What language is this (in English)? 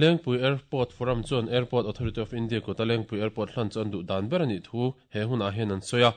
Mizo